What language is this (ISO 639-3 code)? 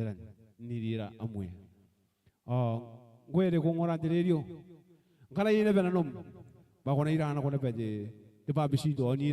gil